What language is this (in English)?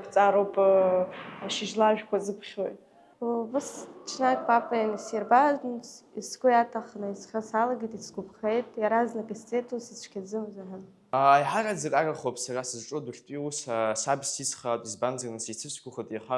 Abkhazian